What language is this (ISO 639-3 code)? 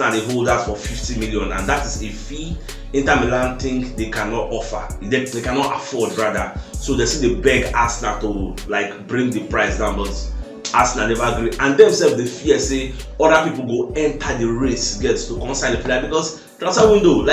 pcm